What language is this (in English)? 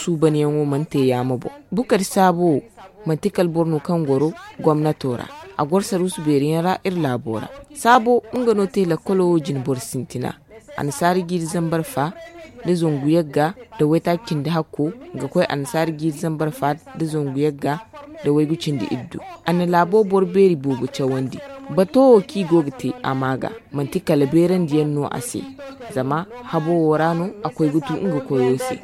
Zarma